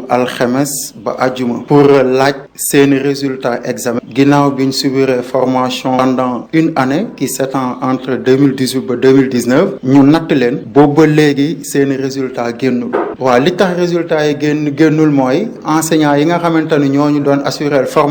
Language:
Wolof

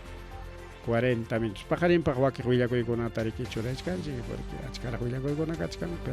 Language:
Ayacucho Quechua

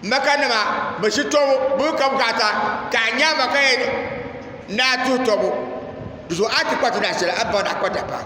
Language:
Dagbani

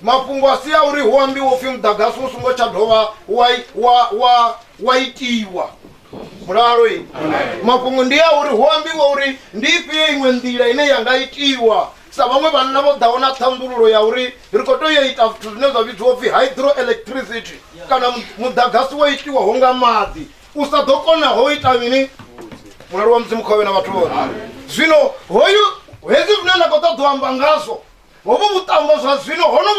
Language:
Venda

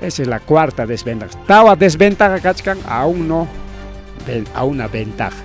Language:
Ayacucho Quechua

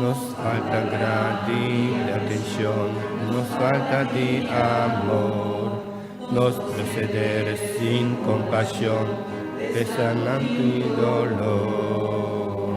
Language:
Papiamento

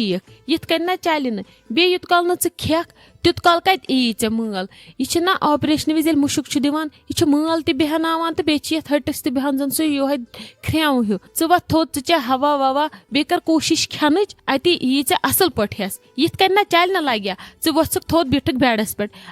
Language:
Kashmiri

